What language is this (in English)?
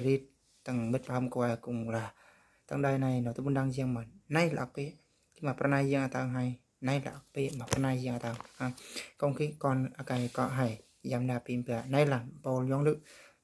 Eastern Bru